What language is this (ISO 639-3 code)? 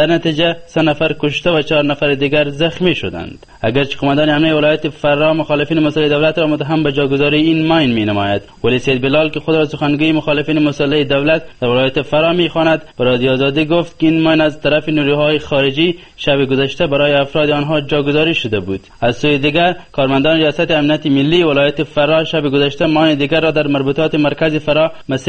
fas